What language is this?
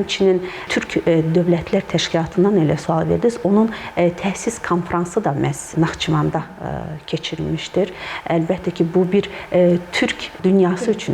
Azerbaijani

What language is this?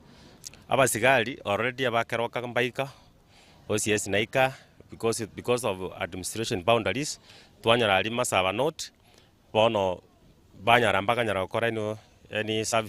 Gusii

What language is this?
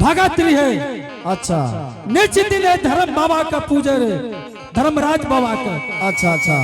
Angika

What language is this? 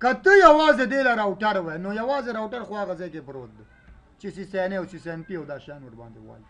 Pashto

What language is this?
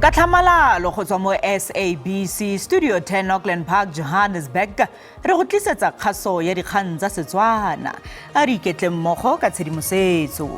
Tswana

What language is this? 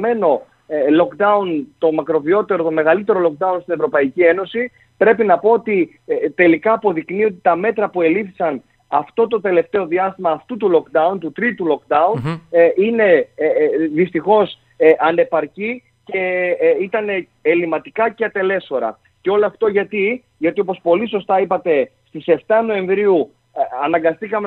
Greek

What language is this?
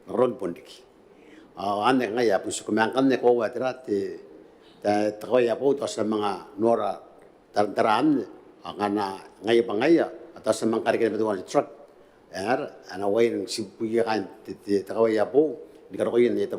Gilbertese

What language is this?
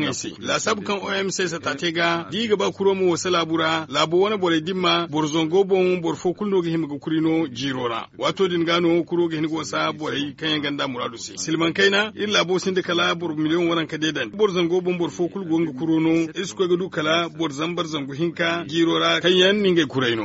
Zarma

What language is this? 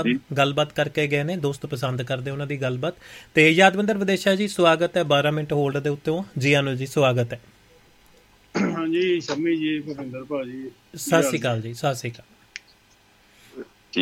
Punjabi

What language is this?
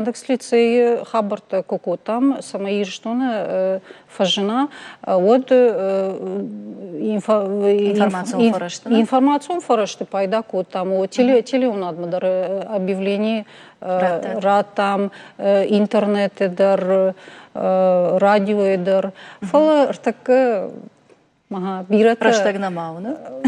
Ossetic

